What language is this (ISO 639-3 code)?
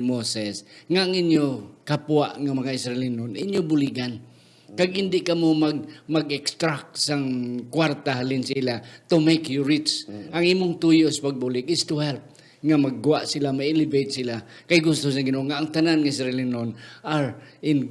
hil